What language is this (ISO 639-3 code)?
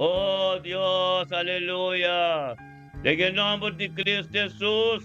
pap